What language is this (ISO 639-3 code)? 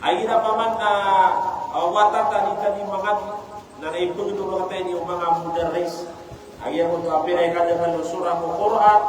mrw